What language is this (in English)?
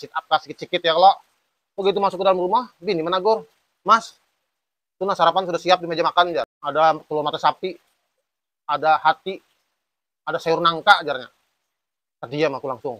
Banjar